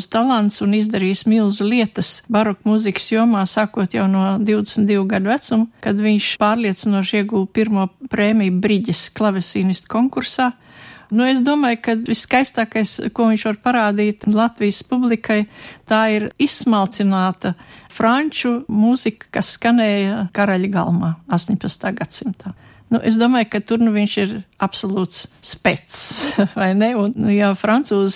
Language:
Latvian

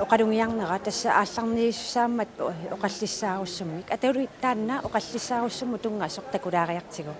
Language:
Kalaallisut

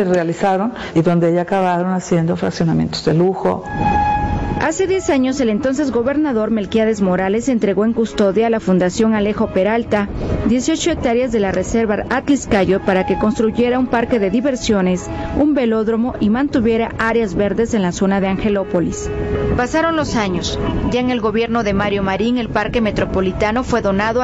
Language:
Spanish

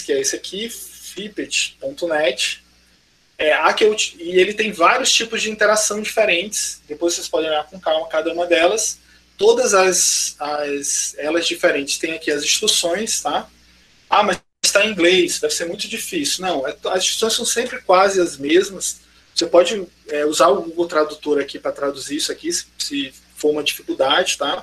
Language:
Portuguese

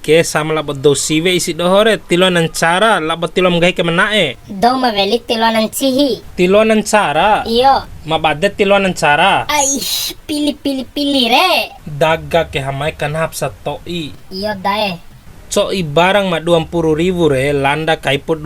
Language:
Bima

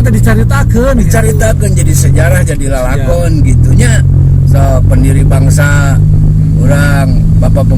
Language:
Sundanese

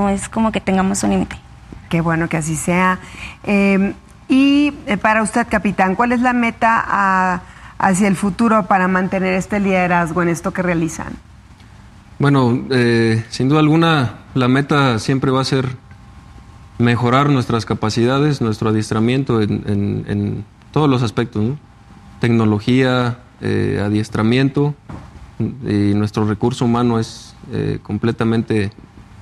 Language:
Spanish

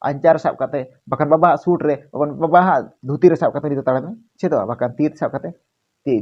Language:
Santali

